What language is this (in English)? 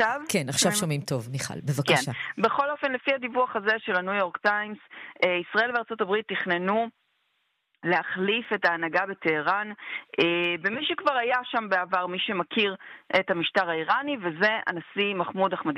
Hebrew